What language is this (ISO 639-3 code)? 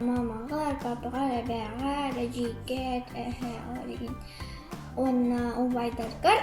sah